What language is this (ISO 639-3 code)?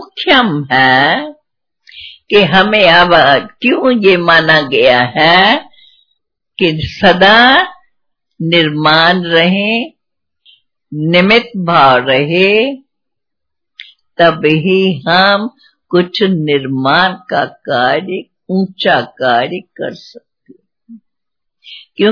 hin